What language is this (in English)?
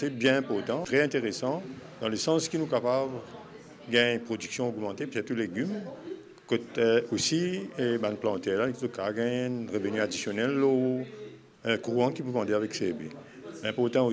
Morisyen